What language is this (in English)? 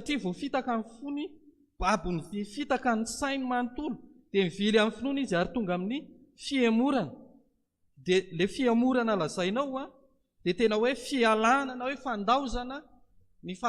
Malagasy